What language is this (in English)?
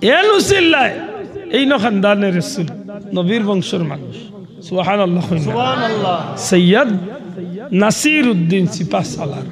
Sylheti